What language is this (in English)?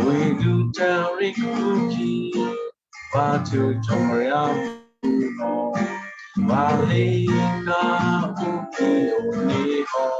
Western Kayah